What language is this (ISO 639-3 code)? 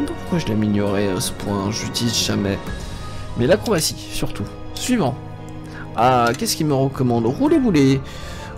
fra